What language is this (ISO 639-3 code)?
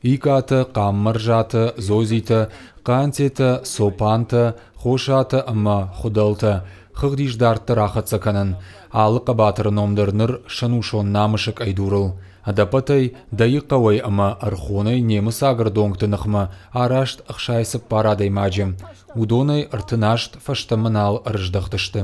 oss